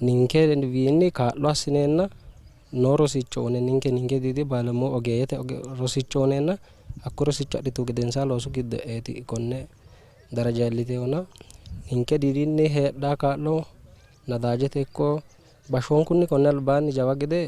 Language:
Sidamo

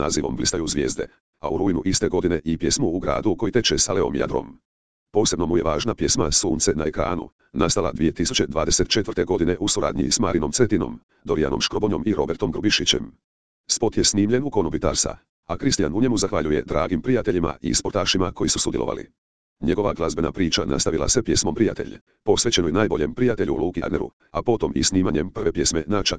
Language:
Croatian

